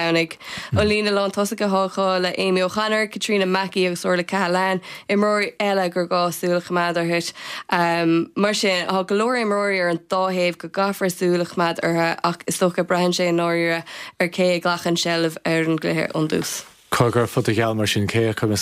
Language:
Irish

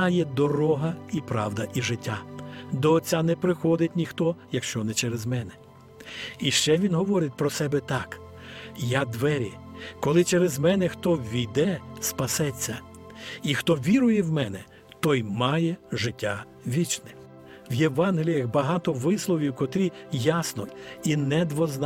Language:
Ukrainian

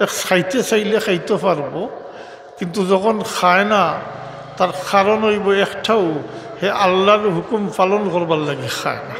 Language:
Sylheti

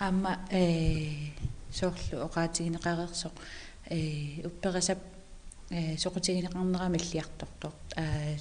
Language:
Kalaallisut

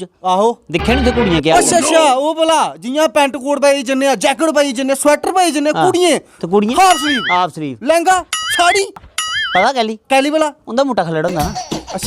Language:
Dogri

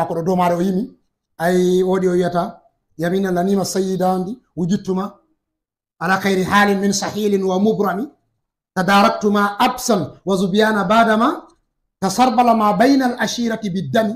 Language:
Fula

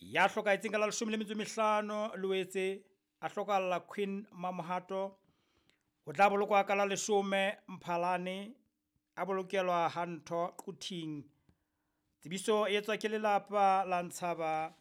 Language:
Southern Sotho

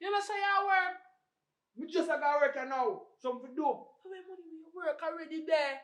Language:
Jamaican Creole English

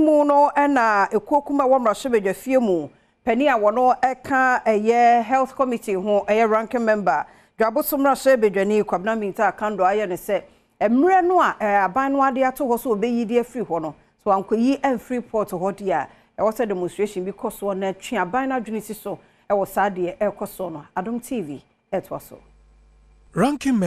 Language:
Akan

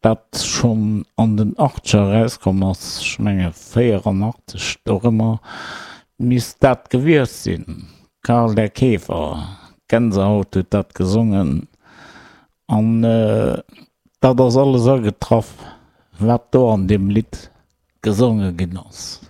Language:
Luxembourgish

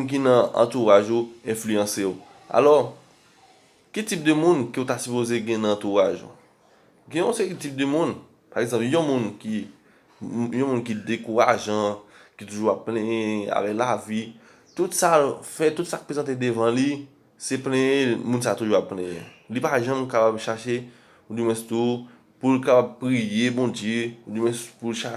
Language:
Haitian Creole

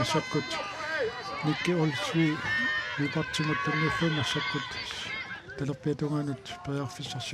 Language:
Kalaallisut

